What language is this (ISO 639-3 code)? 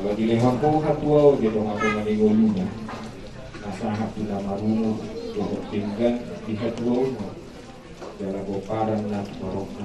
bbc